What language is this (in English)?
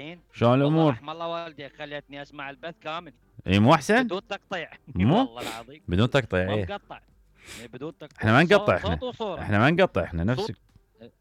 Mesopotamian Arabic